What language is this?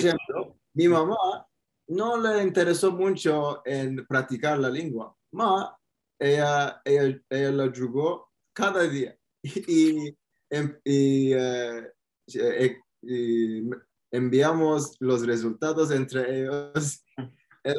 Ladino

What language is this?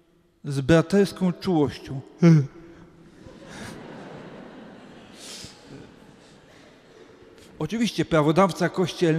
Polish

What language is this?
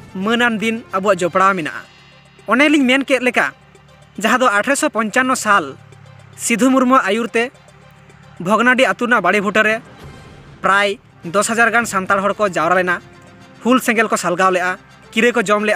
Santali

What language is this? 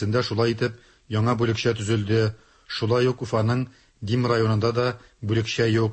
Tatar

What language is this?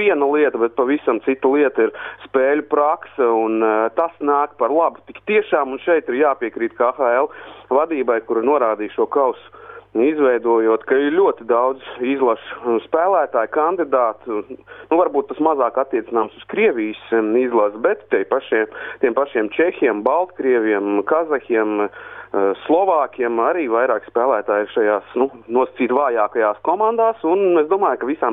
Latvian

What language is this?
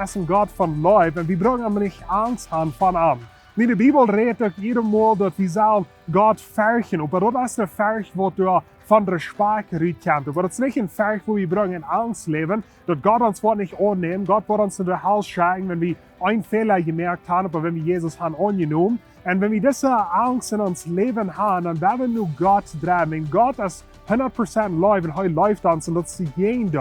Plautdietsch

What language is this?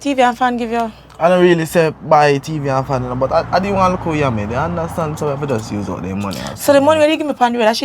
Jamaican Creole English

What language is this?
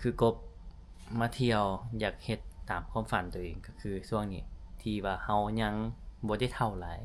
Lao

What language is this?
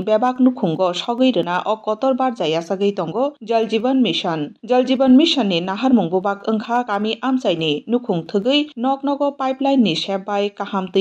Kok Borok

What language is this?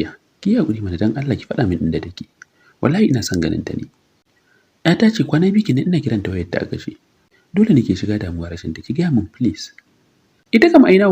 Hausa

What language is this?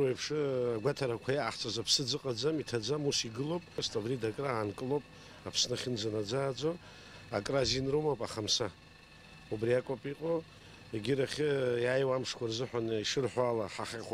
Abkhazian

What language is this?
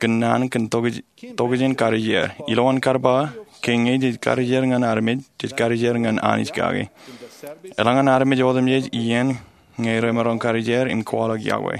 Marshallese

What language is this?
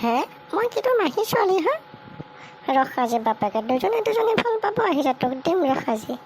Assamese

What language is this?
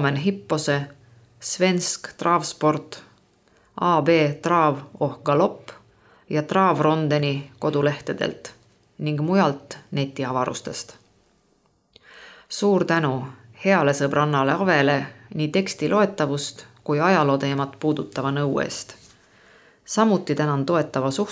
Estonian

